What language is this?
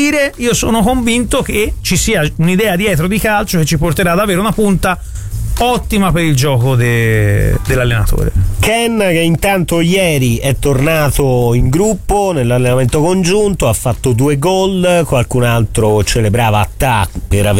Italian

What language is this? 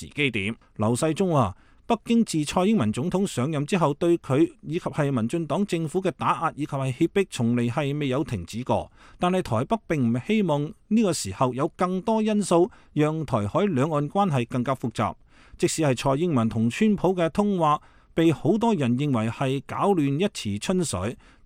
Cantonese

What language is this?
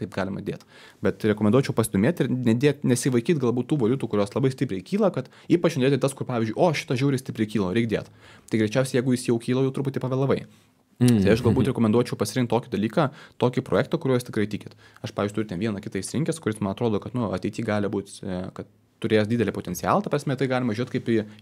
Lithuanian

